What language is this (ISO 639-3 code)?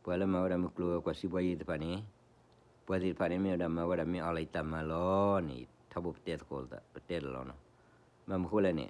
ksw